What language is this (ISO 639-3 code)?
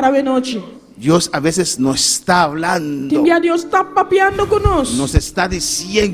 pap